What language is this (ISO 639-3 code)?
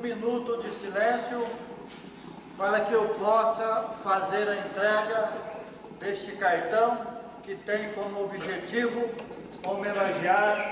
por